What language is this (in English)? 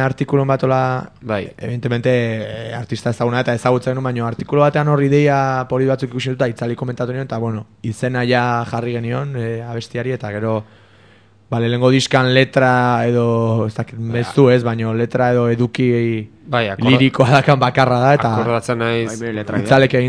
Basque